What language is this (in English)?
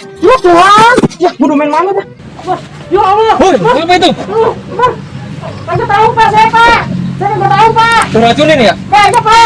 Betawi